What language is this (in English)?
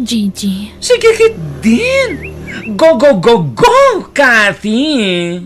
Iloko